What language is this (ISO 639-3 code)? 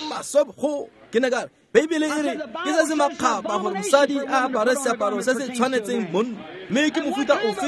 tsn